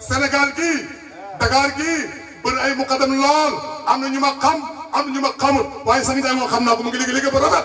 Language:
Wolof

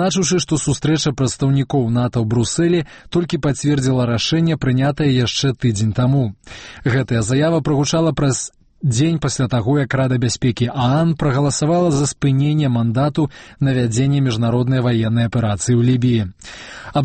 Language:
Belarusian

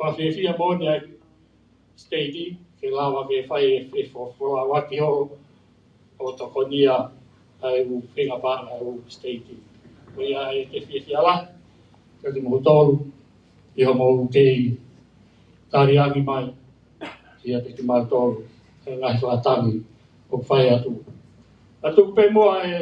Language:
Tongan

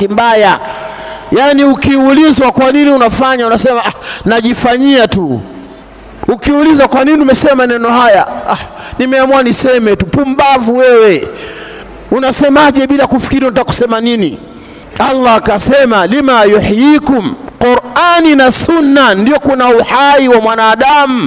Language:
Swahili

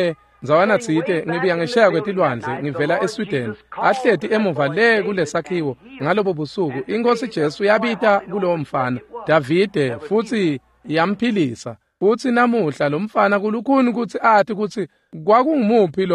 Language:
Swati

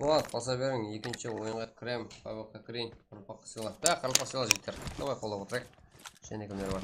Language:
Kara-Kalpak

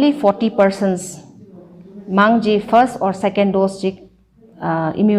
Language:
Tangkhul Naga (India)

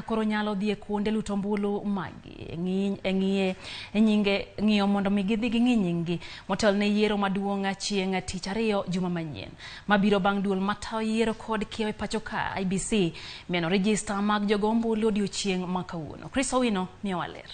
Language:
Luo (Kenya and Tanzania)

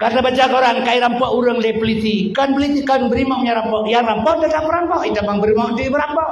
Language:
Achinese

